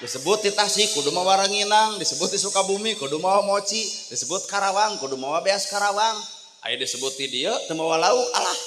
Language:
Sundanese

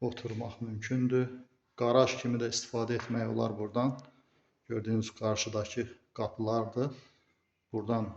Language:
Azerbaijani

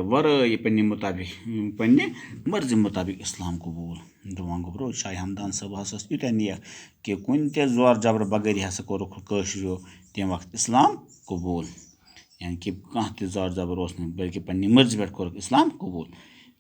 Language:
Kashmiri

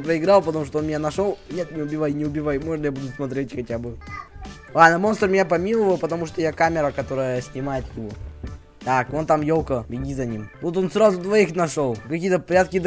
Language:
Russian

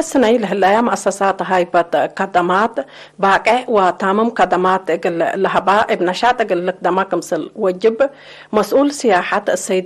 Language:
Tigre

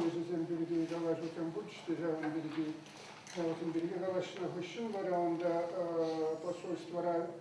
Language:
Chuvash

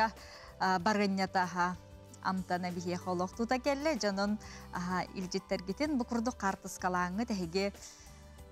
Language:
Yakut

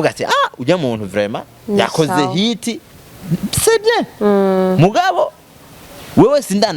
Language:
Rundi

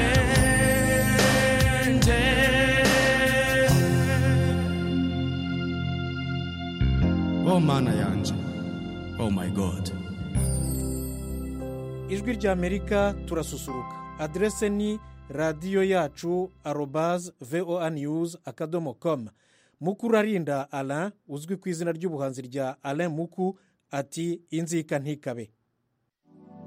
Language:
Kinyarwanda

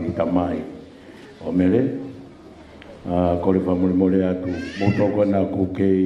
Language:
Tongan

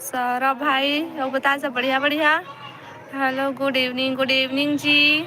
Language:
Chhattisgarhi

